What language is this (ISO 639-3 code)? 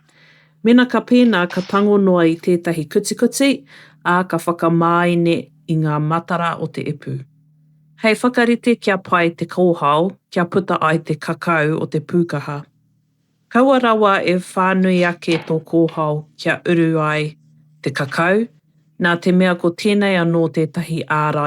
mri